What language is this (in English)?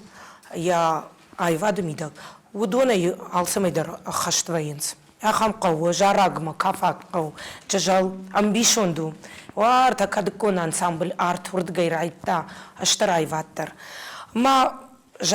Ossetic